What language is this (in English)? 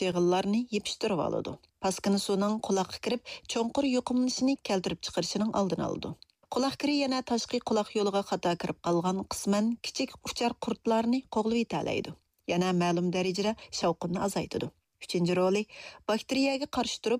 Uyghur